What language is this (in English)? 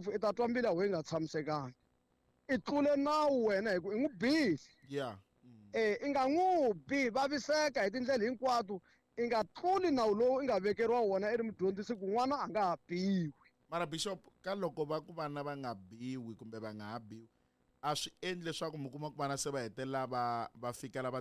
Tsonga